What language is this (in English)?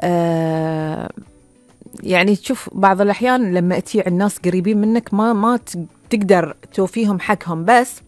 Gulf Arabic